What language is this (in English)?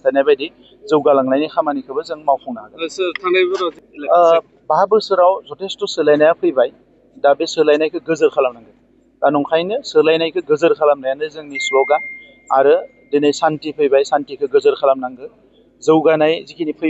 Bodo